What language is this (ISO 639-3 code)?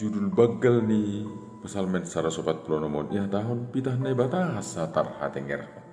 bts